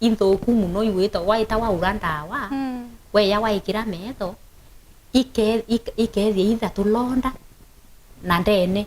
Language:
Meru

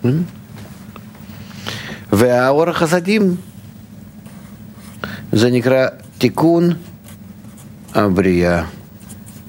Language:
Hebrew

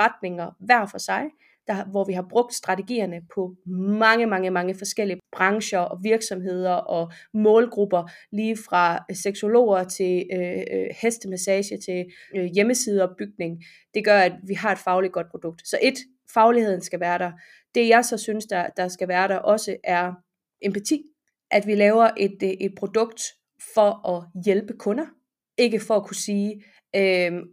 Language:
Danish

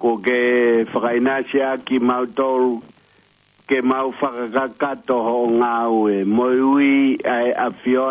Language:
Tongan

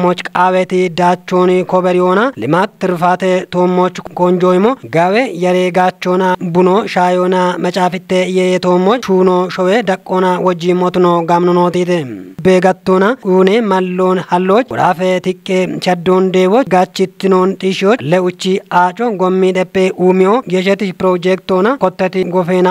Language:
Kafa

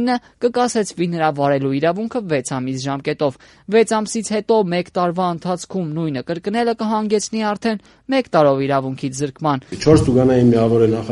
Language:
Armenian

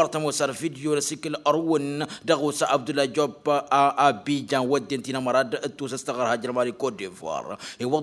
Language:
Tamasheq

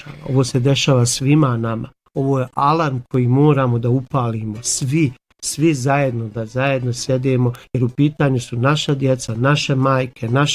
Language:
Bosnian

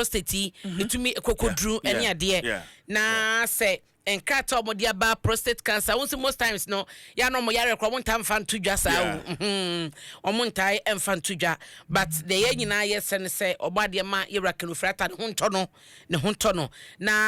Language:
Akan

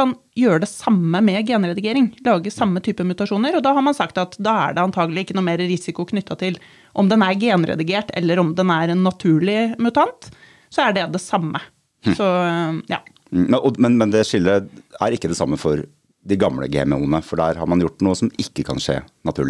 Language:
Norwegian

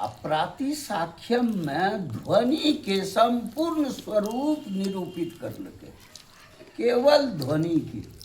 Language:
Angika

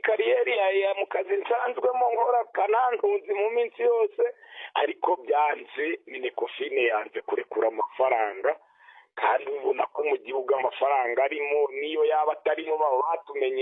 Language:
Kinyarwanda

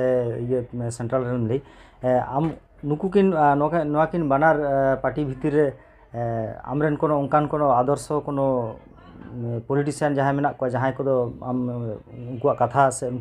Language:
Santali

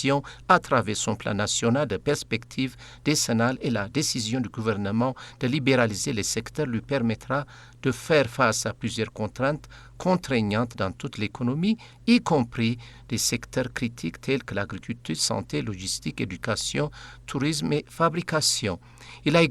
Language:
French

